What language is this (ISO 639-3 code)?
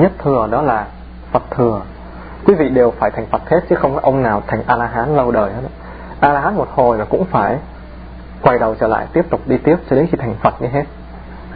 vie